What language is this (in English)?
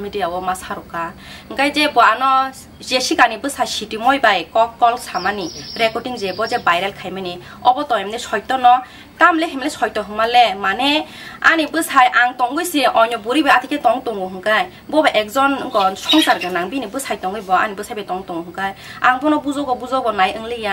Kok Borok